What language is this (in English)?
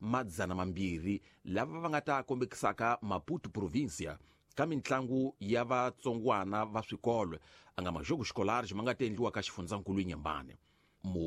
Tsonga